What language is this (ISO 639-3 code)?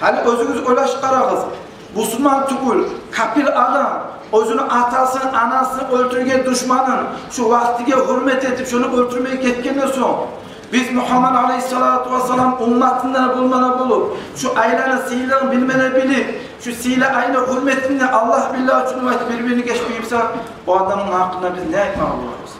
kum